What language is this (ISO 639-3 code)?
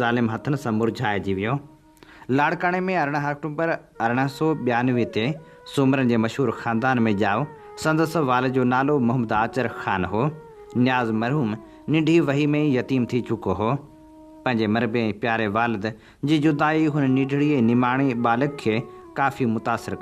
snd